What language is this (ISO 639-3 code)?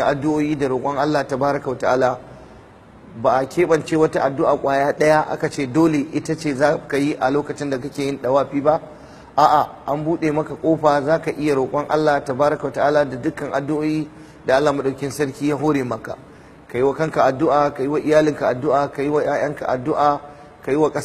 hau